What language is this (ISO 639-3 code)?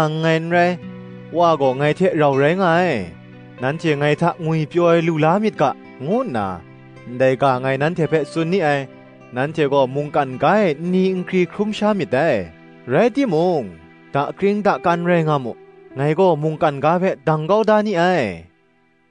kac